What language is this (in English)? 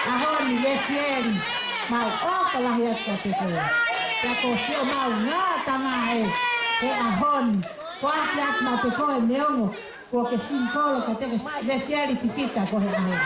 Tongan